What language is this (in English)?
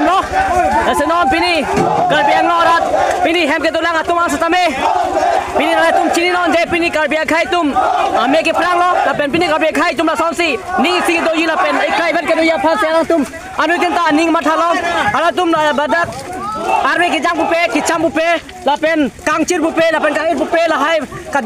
Karbi